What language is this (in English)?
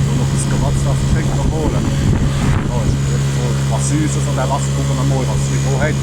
Palatine German